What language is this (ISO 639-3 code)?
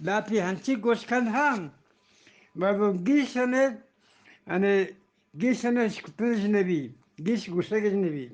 bgp